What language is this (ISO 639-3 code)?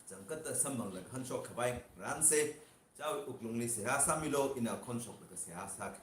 nmf